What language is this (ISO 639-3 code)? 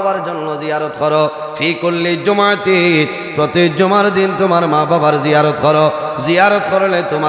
syl